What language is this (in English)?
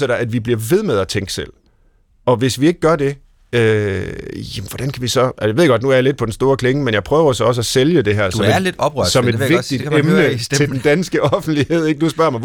Danish